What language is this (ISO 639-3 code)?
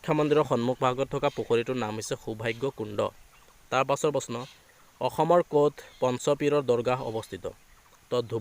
asm